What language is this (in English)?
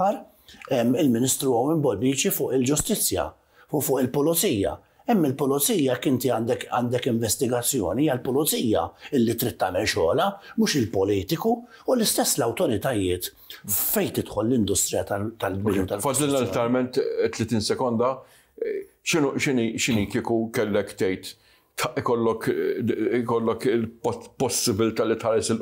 Maltese